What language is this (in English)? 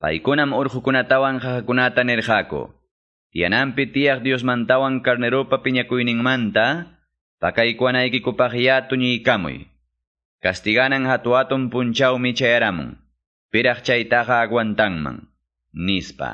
Quechua